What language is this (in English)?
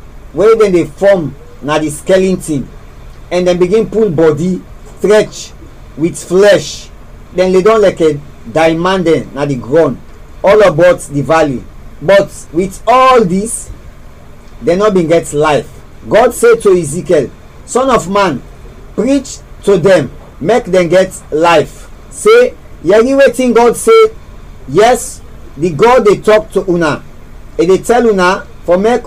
Krio